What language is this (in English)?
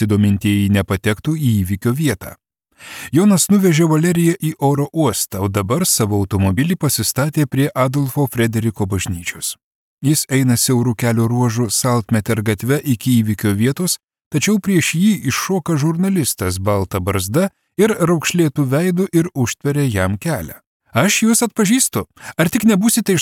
Lithuanian